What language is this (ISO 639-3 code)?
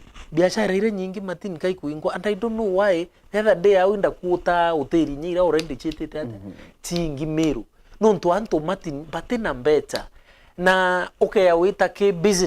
mer